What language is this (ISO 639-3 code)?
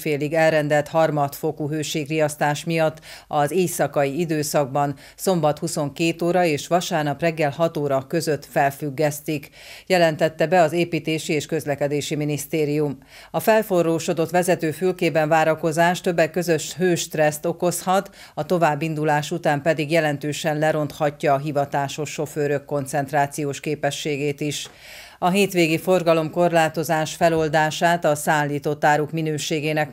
hun